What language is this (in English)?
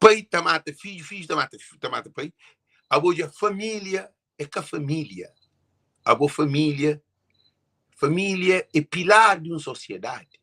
Kabuverdianu